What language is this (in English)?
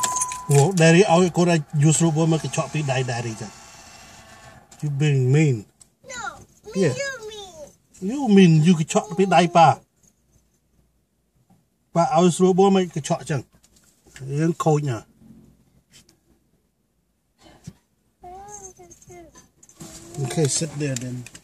English